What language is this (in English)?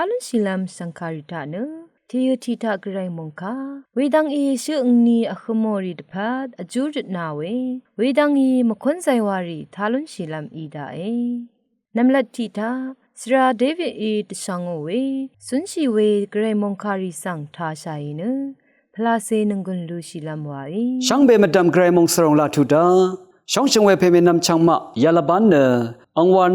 Rawang